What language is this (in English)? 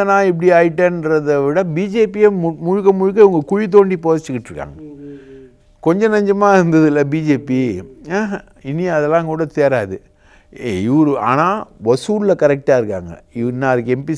Tamil